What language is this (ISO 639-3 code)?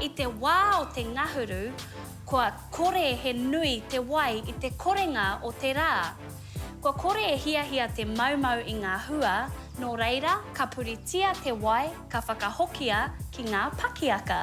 mri